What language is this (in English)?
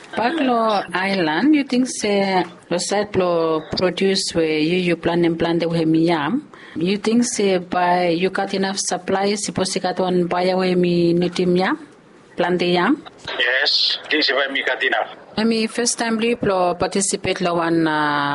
Bislama